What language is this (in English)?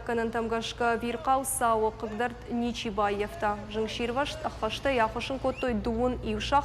Ossetic